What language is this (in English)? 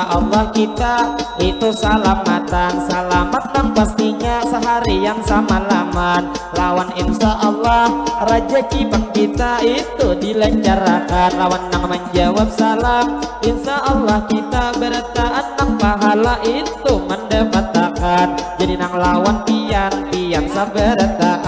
Banjar